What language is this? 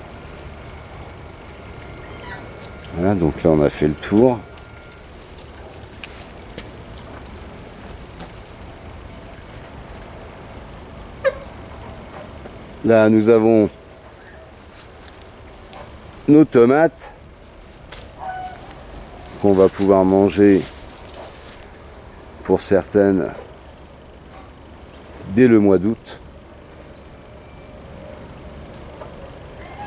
French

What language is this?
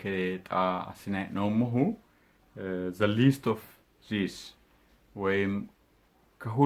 Sidamo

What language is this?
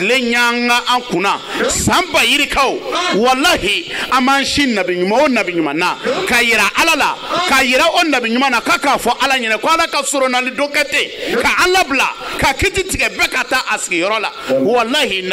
Bambara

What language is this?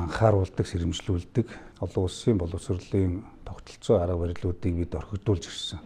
Mongolian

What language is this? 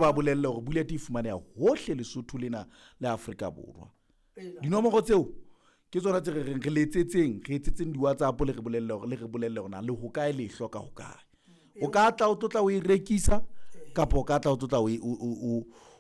Southern Sotho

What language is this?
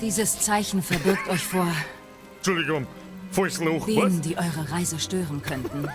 Bavarian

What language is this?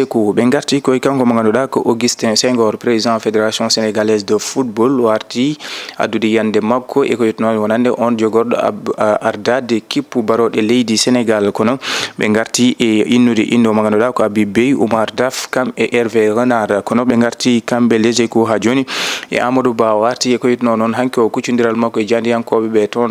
Fula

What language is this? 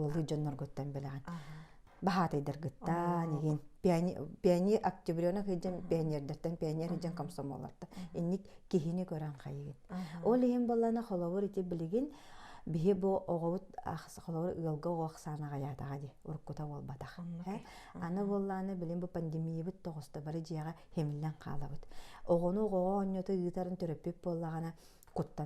Yakut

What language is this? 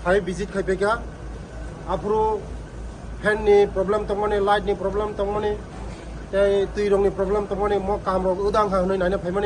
Kok Borok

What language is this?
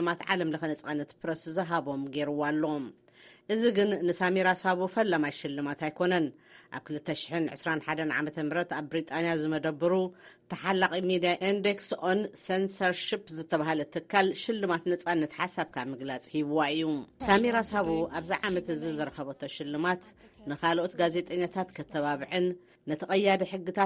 Tigrinya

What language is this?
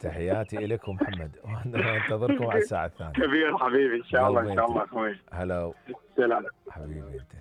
Mesopotamian Arabic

